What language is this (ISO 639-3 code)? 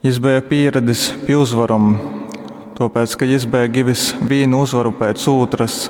ltg